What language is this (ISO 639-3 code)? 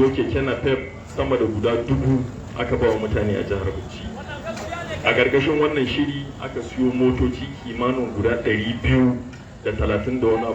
hau